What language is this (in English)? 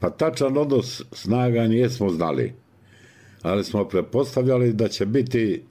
Bosnian